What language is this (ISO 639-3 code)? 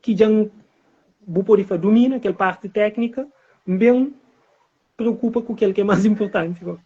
kea